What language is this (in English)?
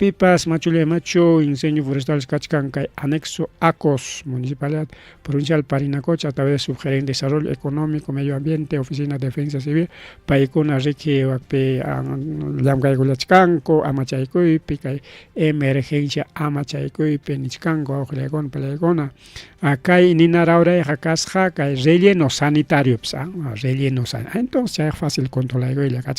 Ayacucho Quechua